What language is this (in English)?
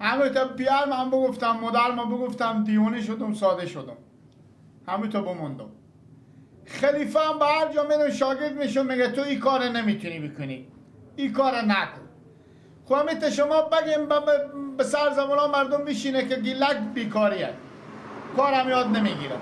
Persian